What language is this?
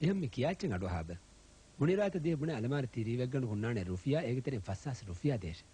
Divehi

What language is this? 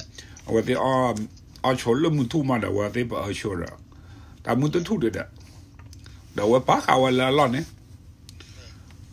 S'gaw Karen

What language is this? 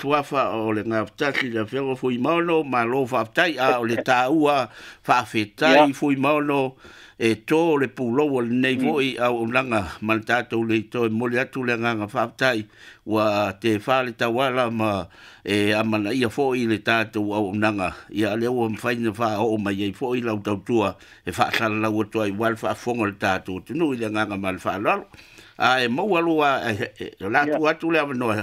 Samoan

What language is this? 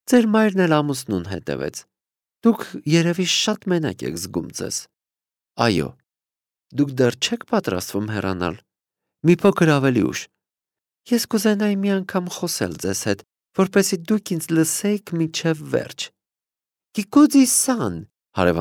Armenian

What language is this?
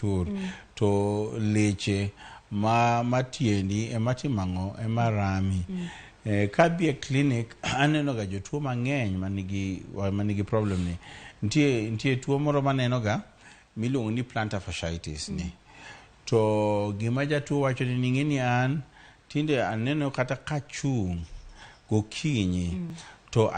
Luo (Kenya and Tanzania)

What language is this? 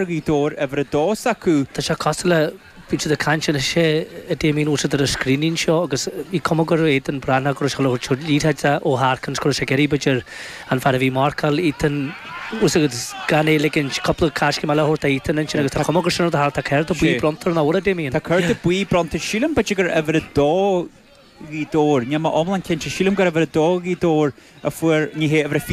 Irish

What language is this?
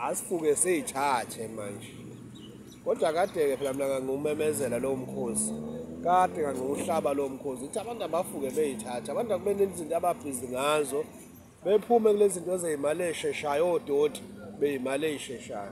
Zulu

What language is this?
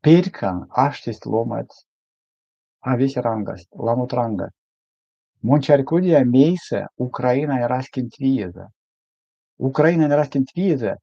Erzya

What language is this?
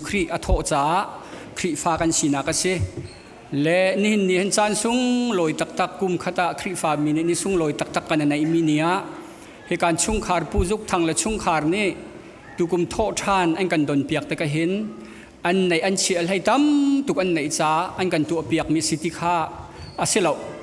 Hakha Chin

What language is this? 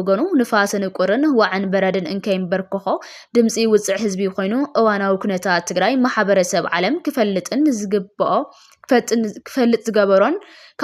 Tigrinya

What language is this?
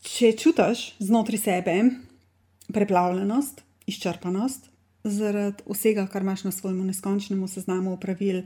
Slovenian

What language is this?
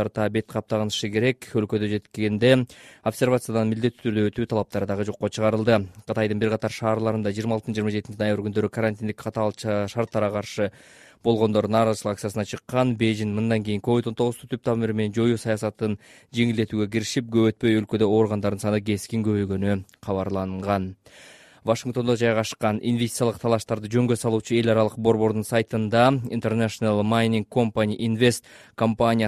Kyrgyz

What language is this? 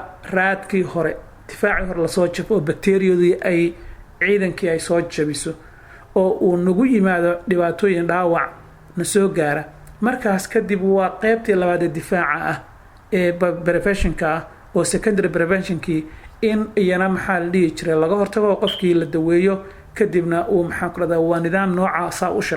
Somali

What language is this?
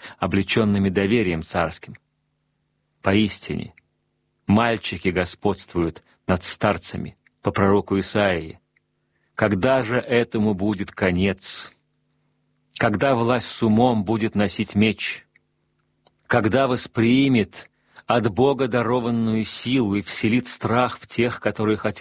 Russian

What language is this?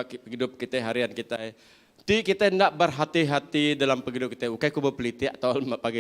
Iban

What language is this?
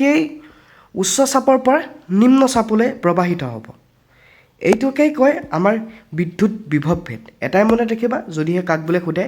Assamese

